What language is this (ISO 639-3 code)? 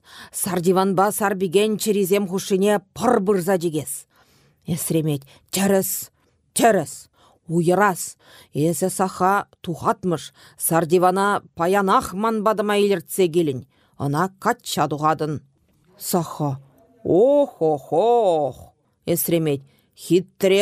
chv